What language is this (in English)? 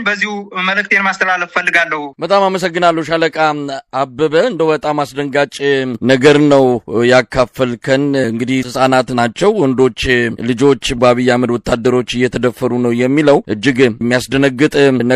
Amharic